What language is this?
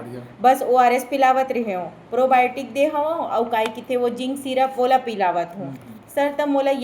Chhattisgarhi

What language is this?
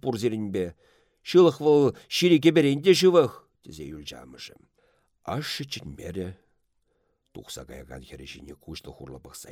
Chuvash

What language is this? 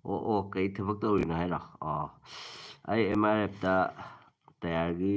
Manipuri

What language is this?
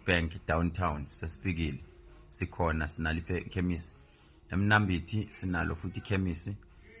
Zulu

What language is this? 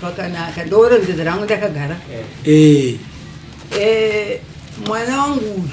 Shona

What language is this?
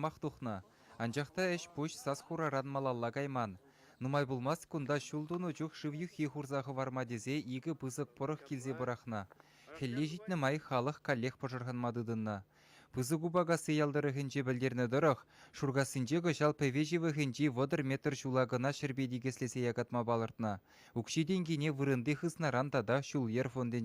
Chuvash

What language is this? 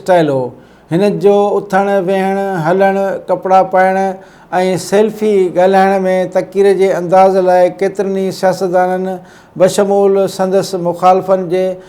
Sindhi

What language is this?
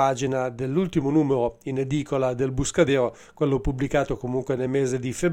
Italian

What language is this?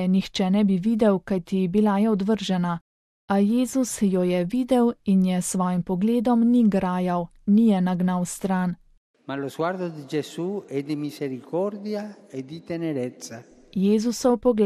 Slovenian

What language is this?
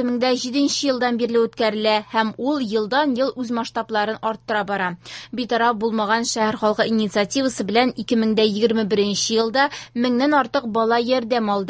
Tatar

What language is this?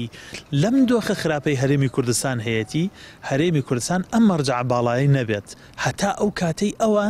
Central Kurdish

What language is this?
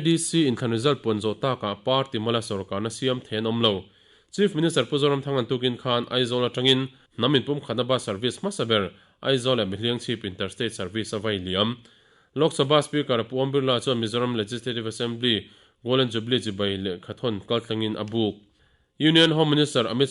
Mizo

